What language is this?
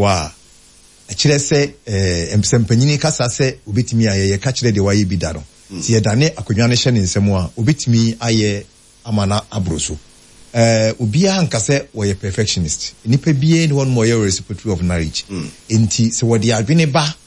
Akan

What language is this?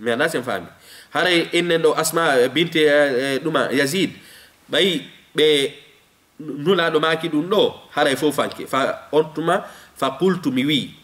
Fula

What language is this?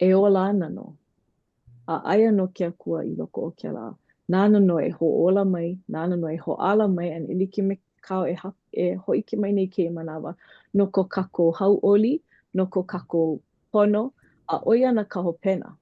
Hawaiian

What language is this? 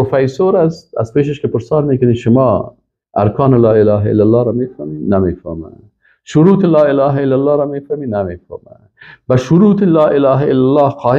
Persian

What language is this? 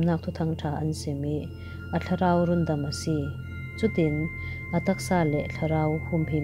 Falam Chin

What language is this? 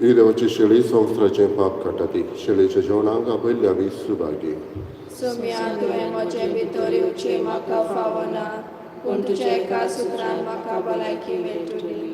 Konkani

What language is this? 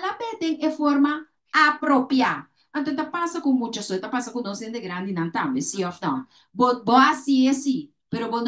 Papiamento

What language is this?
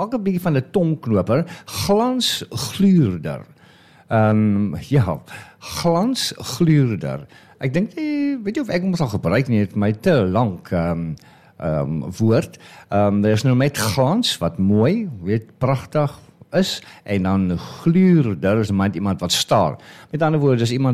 Afrikaans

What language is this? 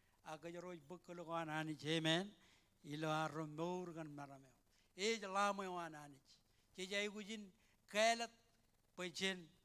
Marshallese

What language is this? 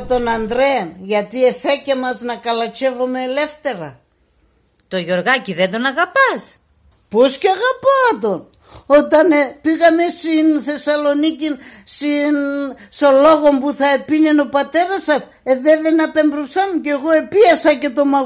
Pontic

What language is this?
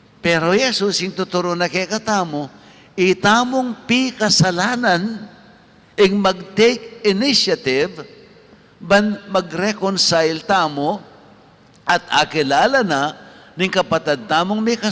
Pampanga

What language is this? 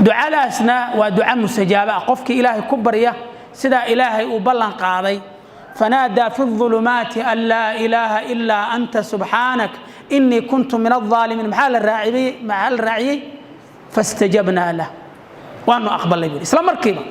Somali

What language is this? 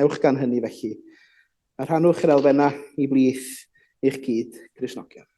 Welsh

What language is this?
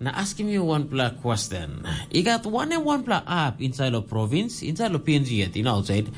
Tok Pisin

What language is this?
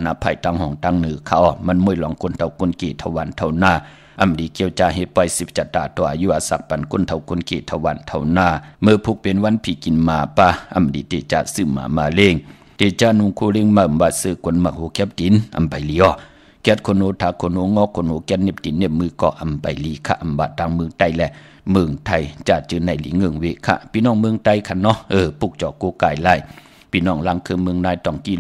Shan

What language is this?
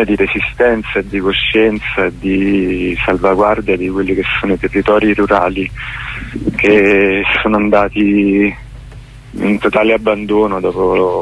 Italian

